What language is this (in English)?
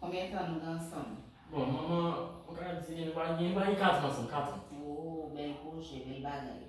Haitian Creole